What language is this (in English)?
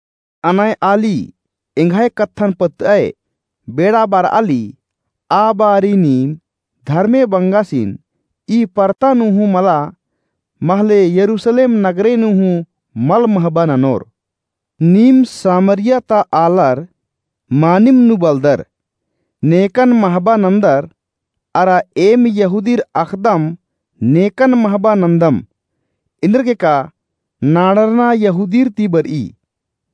Kurukh